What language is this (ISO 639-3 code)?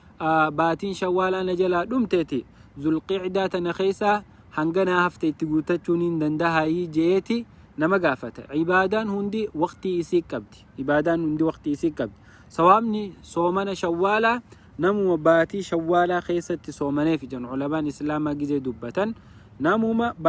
orm